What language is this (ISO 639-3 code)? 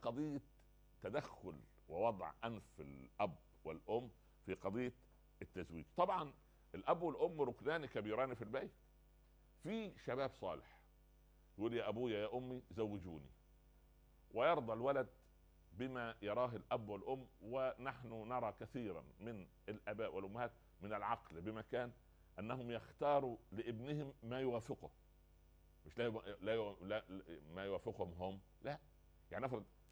ara